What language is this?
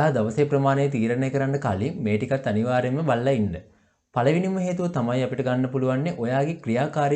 Sinhala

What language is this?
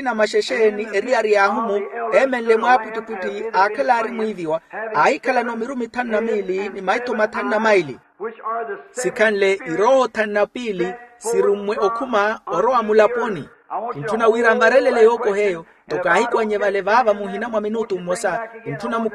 Makhuwa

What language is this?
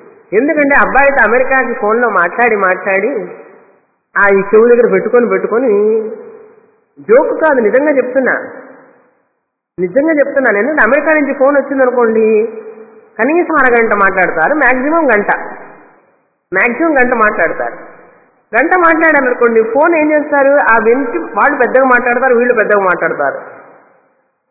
Telugu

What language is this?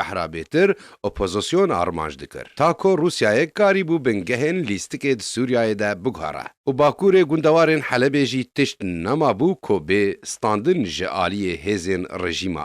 Kurdish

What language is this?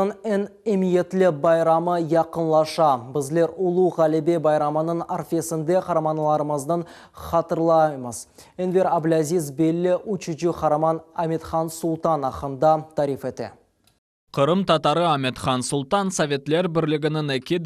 Crimean Tatar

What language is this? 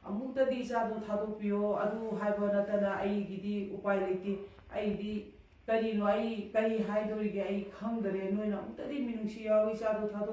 Manipuri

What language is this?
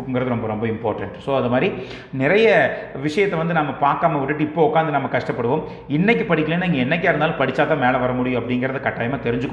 Tamil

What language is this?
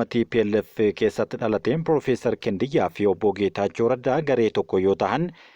Oromo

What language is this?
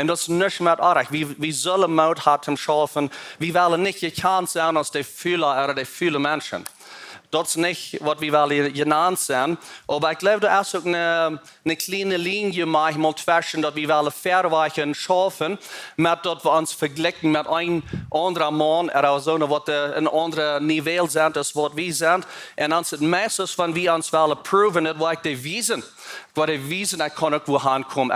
Plautdietsch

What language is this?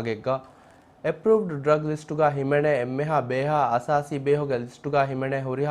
Divehi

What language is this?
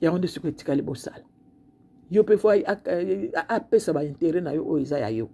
Lingala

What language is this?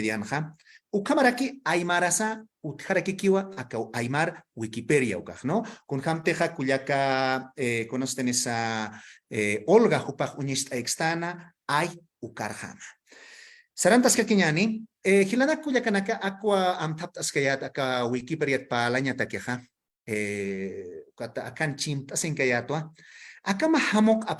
Aymara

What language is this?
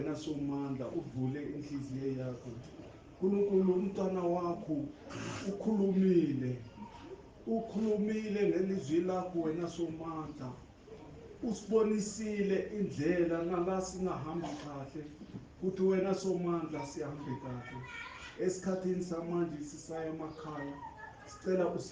Zulu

